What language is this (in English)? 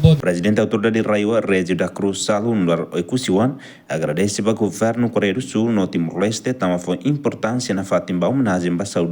Tetum